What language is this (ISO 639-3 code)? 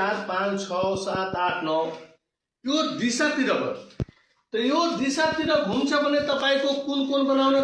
nep